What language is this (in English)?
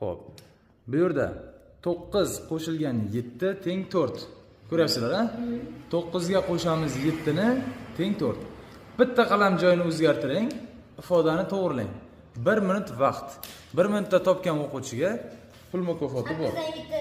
Uzbek